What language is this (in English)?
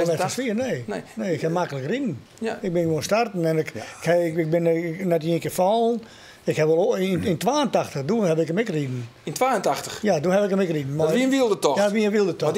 Western Frisian